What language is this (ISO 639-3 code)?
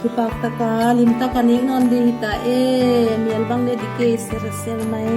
pck